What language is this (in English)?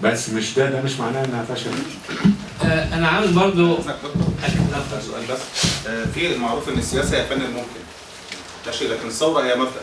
Egyptian Arabic